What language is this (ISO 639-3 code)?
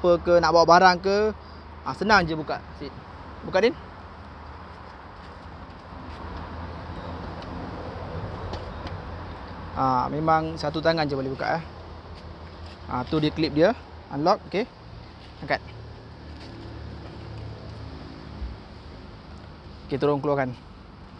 msa